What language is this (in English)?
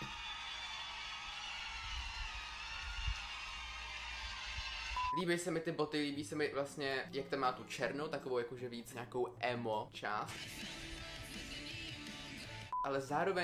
Czech